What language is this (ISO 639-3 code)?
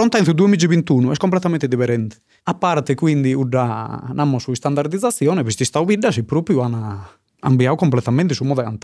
srd